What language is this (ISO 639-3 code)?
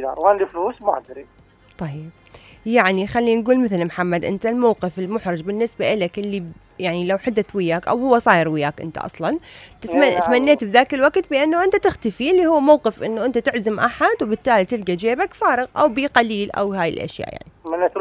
acm